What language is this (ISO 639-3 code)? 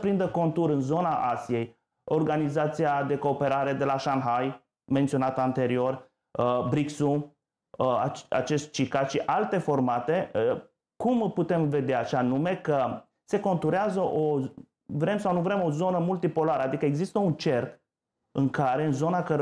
ron